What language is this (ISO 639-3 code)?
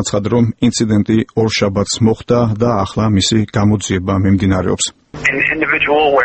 kat